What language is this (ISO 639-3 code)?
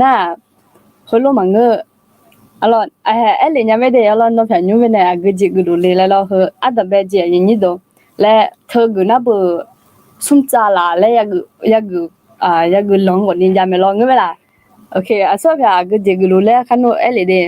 ahk